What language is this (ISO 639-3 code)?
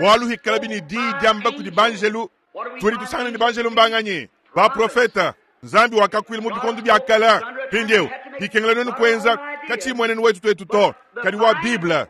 lua